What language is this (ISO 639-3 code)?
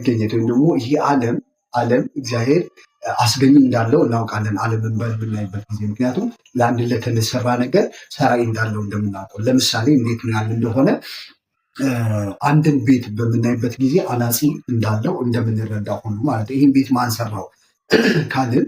amh